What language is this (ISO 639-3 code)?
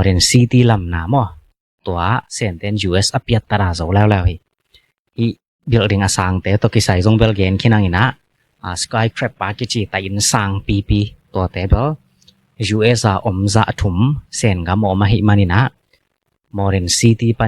ctd